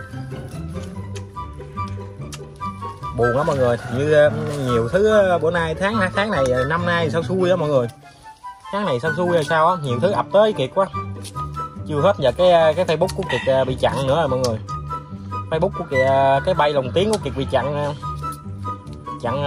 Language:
Vietnamese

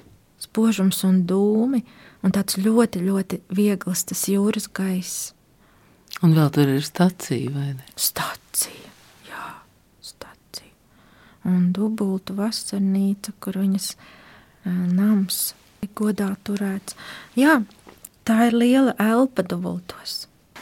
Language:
Latvian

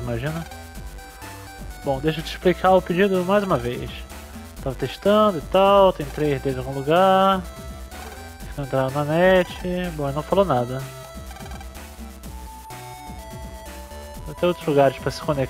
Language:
Portuguese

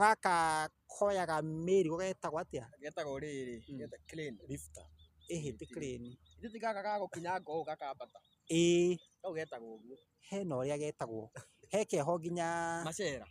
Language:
Kikuyu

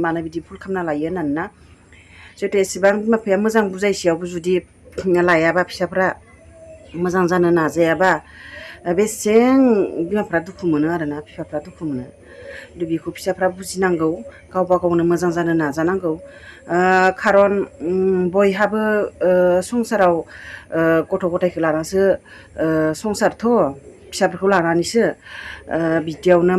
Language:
Bodo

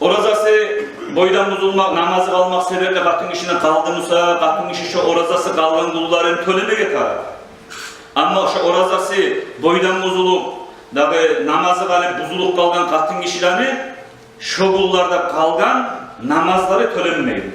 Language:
Kumyk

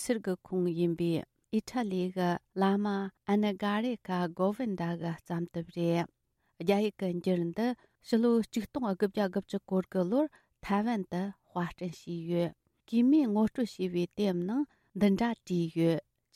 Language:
Tibetan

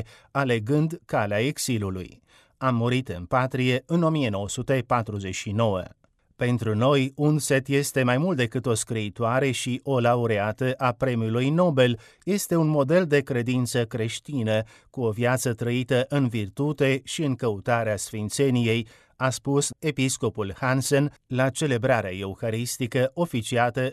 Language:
Romanian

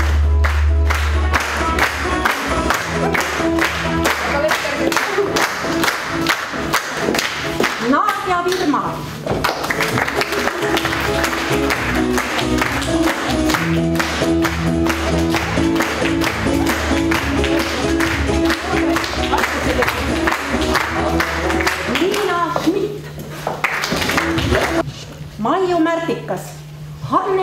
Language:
Estonian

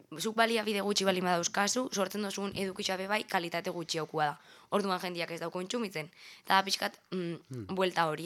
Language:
Basque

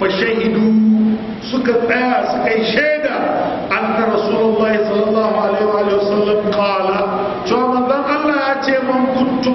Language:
Hausa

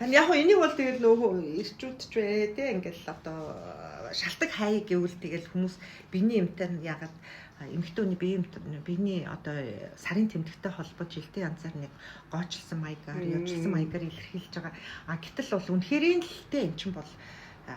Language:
Mongolian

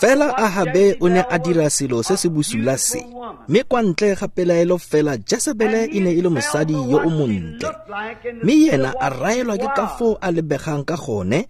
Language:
Tswana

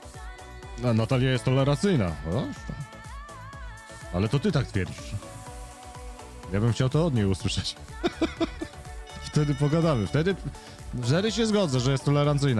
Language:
Polish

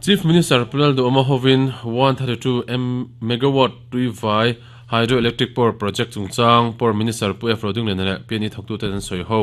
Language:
Mizo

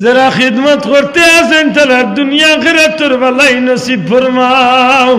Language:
Sylheti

